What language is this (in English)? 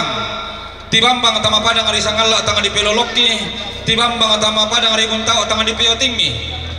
Toraja-Sa'dan